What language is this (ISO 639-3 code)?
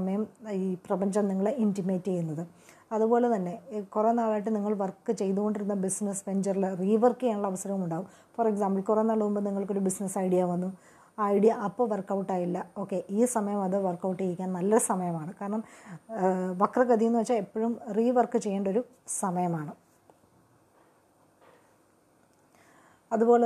mal